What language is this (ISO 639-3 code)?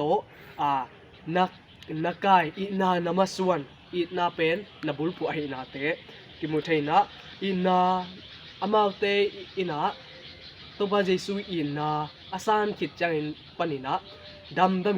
ctd